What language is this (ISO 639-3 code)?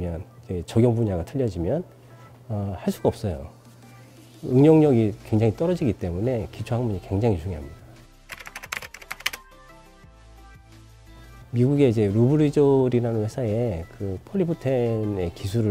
kor